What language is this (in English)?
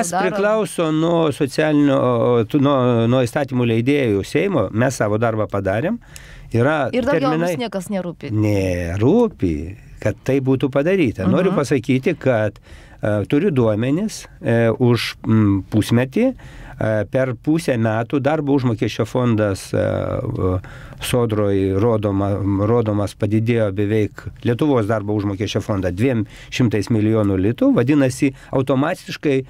Lithuanian